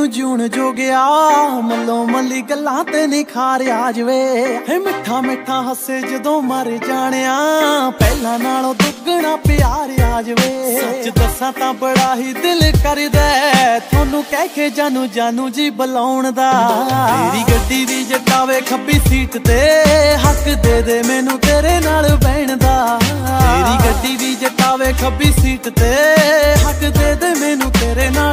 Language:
Punjabi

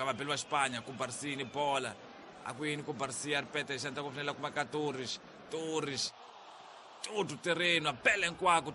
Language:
Tsonga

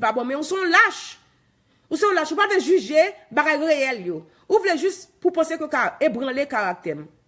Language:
Haitian Creole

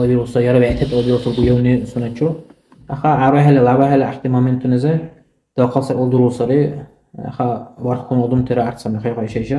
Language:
Dargwa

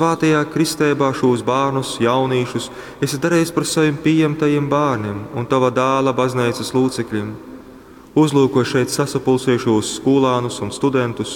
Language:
Latgalian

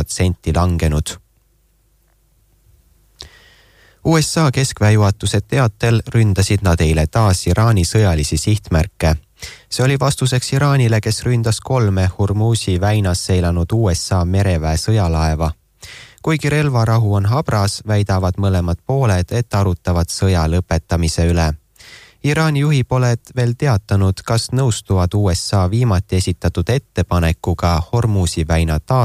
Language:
Estonian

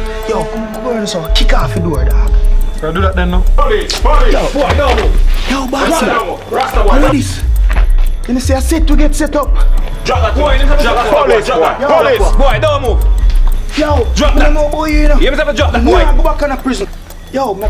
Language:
Jamaican Creole English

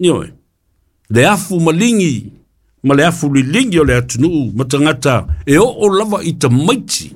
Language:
Samoan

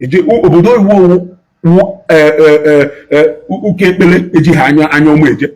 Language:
Igbo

